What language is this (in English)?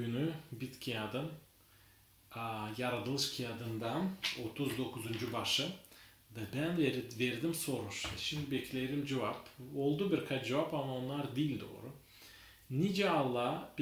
Gagauz